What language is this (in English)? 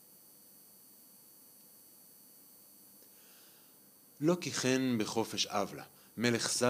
Hebrew